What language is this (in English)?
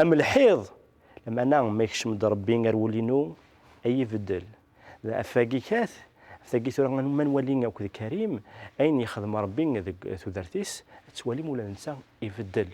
Kabyle